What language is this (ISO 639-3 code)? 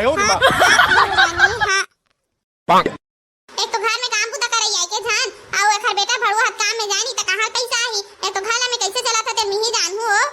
hne